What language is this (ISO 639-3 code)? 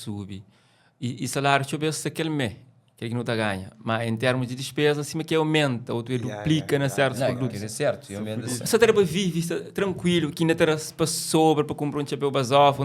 kea